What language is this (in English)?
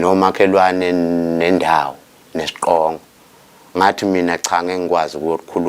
Zulu